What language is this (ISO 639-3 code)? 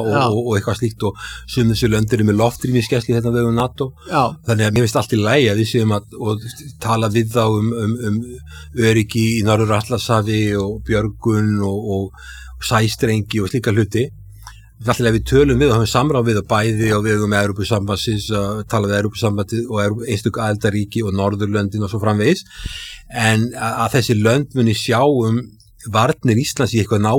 isl